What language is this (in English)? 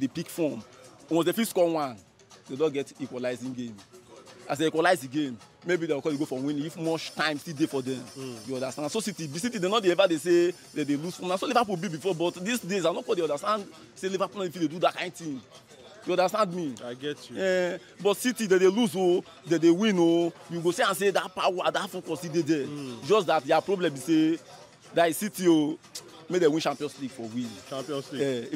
Nigerian Pidgin